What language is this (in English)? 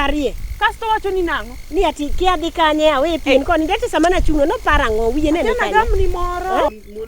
Luo (Kenya and Tanzania)